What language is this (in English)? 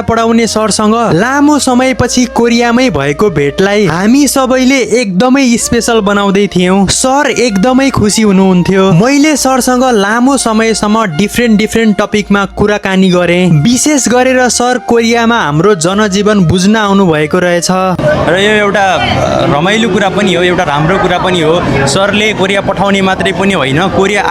Nepali